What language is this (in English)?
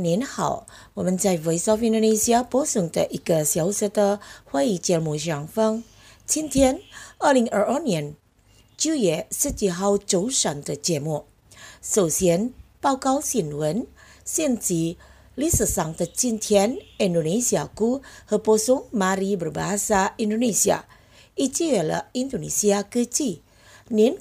Chinese